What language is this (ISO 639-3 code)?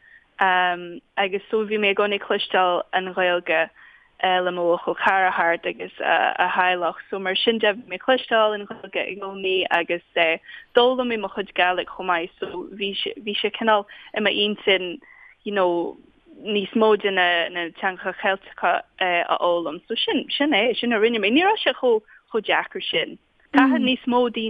gle